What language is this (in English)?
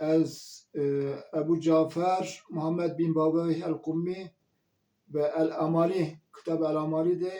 Zaza